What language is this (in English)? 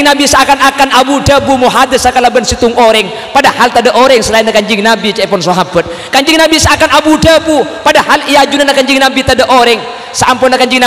Madurese